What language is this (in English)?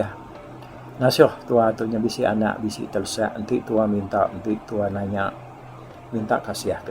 Iban